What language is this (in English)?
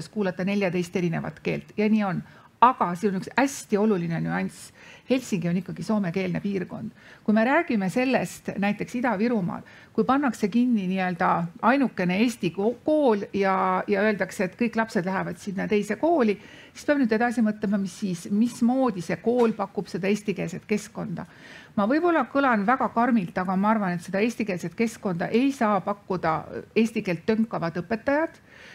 Estonian